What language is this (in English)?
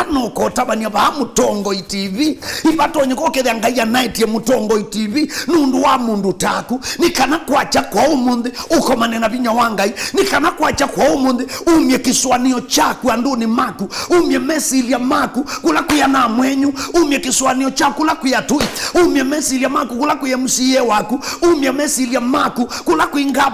Kamba